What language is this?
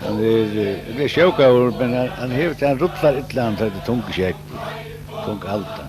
Faroese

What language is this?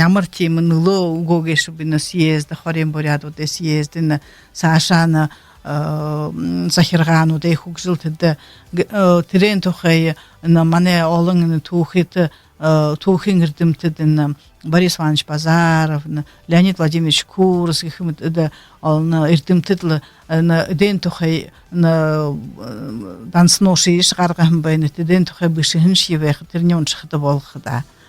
Buriat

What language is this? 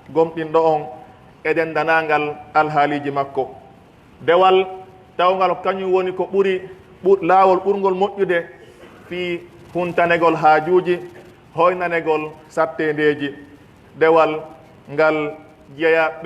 Pular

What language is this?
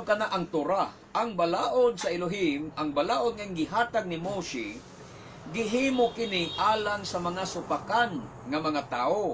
Cebuano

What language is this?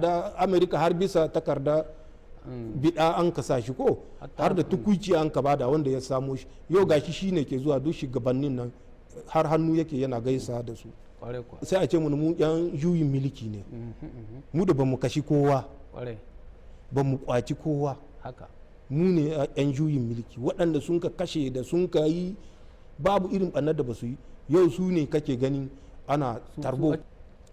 Hausa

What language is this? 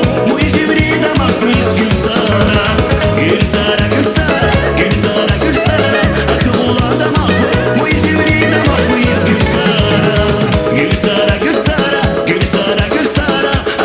Tabassaran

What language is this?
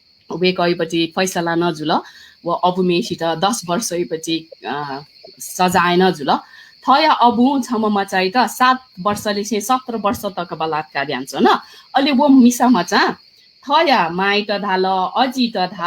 Newari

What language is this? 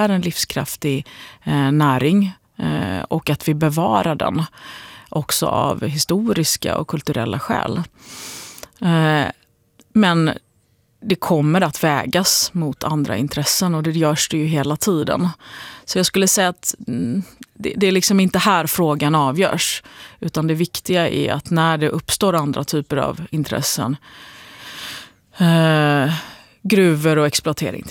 Swedish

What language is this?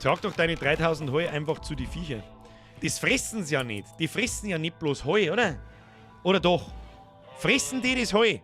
Bavarian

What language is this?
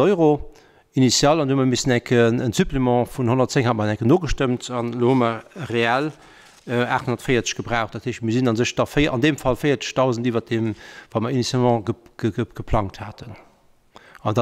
Luxembourgish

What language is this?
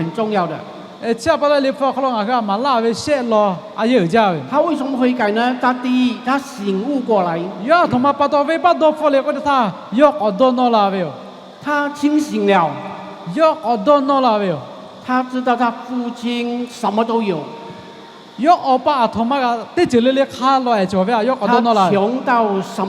Lahu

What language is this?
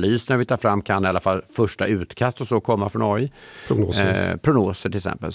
Swedish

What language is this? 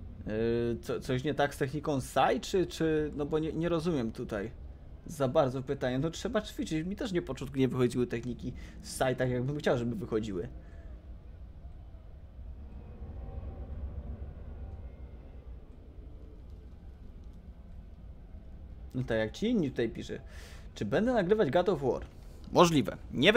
Polish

